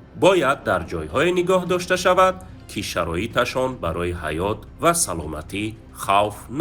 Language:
Tajik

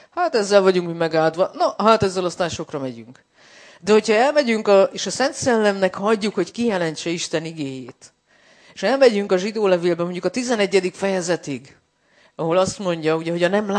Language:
Hungarian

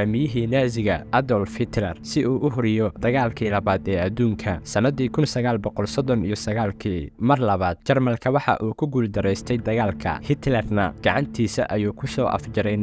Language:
Somali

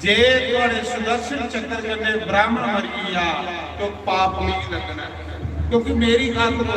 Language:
Dogri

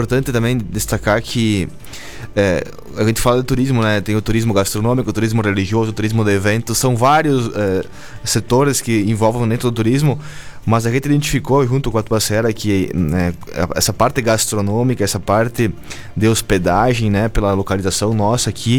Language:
Portuguese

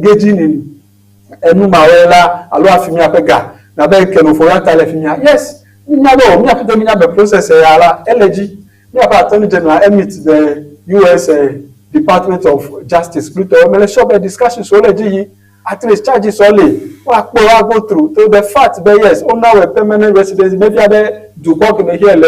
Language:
Ewe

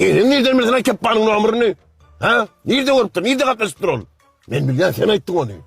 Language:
Turkmen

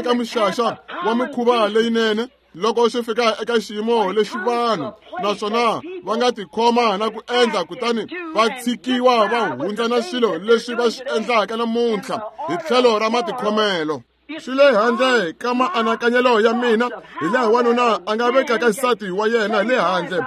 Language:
Tsonga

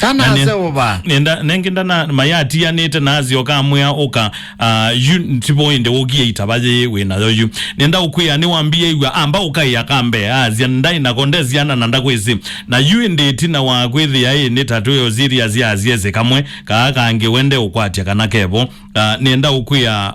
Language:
Kamba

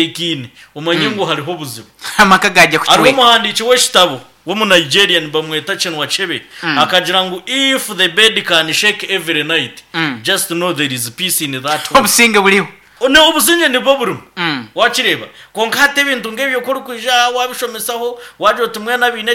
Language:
Nyankole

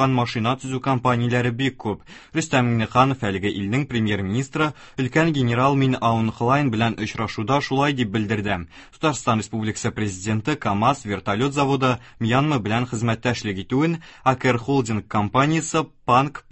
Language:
Tatar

